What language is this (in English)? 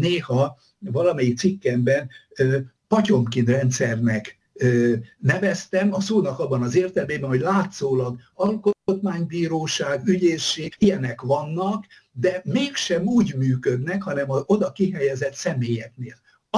Hungarian